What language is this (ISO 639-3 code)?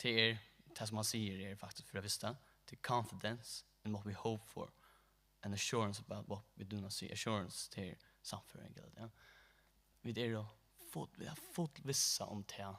fao